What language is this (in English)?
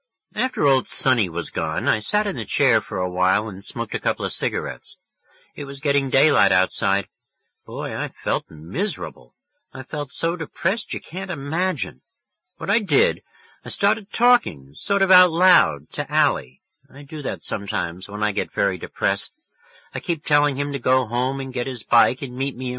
English